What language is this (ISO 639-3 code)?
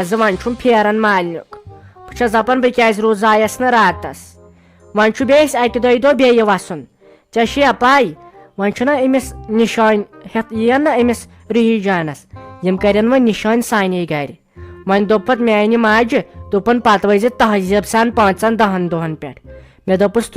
kas